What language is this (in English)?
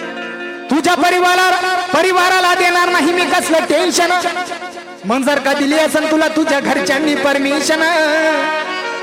Marathi